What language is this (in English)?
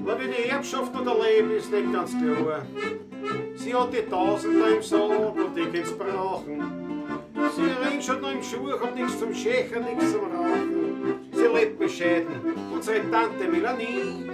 Bavarian